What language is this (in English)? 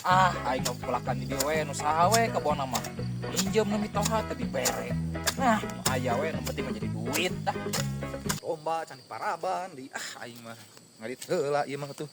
Sundanese